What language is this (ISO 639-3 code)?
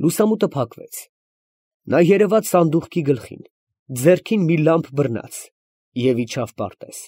hye